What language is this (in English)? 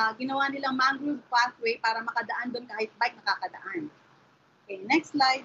Filipino